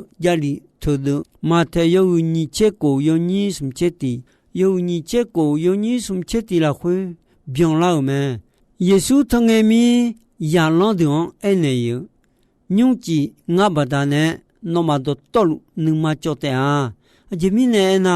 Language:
Akha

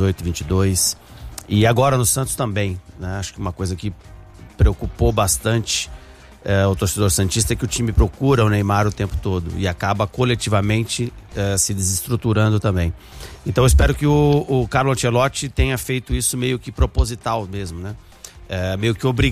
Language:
Portuguese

